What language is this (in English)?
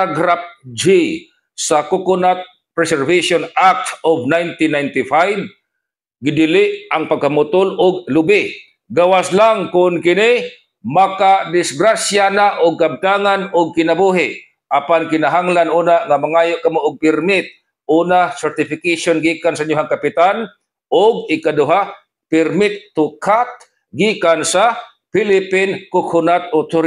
Cebuano